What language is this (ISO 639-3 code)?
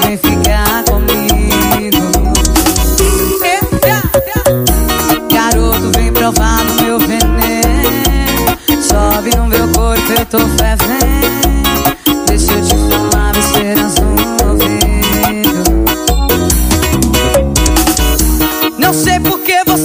por